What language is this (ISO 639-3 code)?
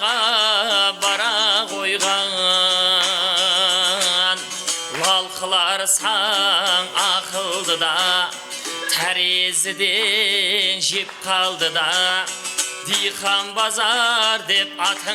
kaa